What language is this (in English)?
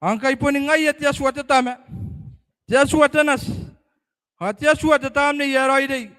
Gilbertese